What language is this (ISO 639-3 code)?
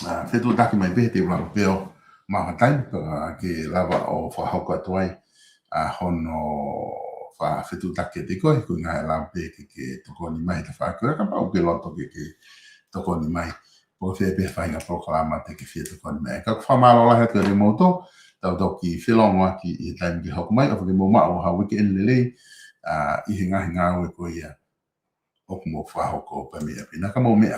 ton